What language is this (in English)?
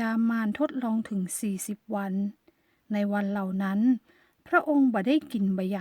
Northern Thai